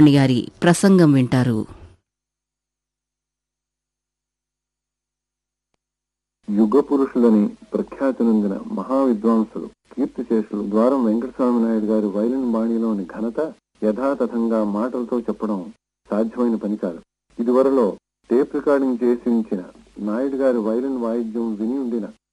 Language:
Telugu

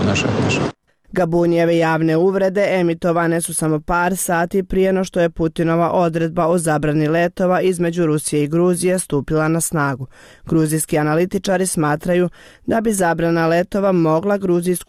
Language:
Bosnian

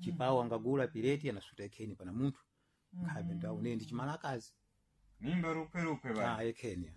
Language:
Sena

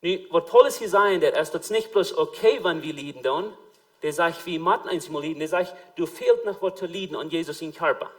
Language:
Plautdietsch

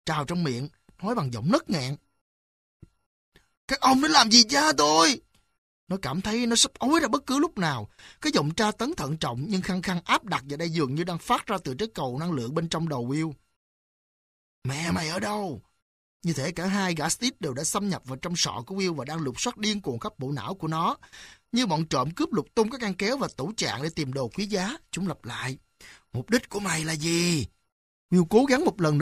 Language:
Vietnamese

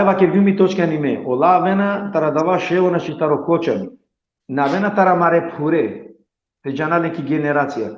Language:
Balkan Romani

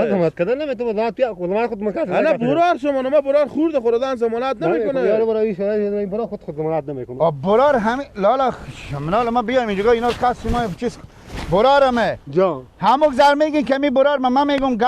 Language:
Persian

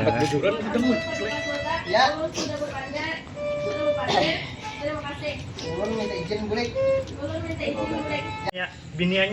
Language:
Banjar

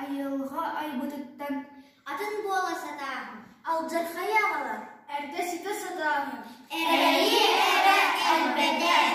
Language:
Yakut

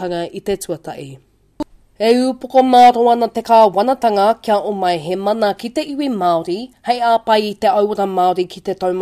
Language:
Māori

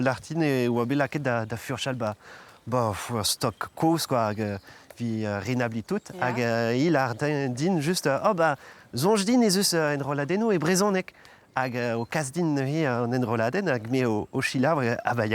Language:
Breton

